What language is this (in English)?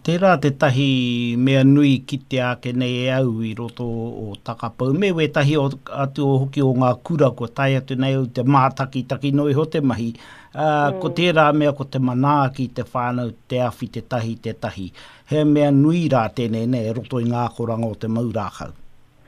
Māori